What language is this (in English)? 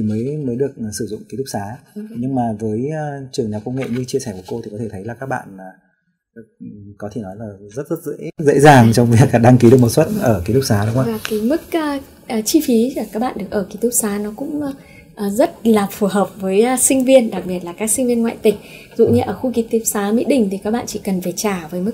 Vietnamese